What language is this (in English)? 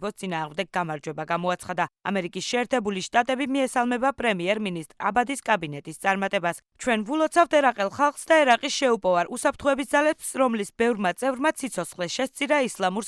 Georgian